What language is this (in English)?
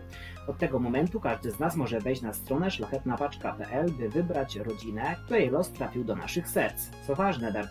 Polish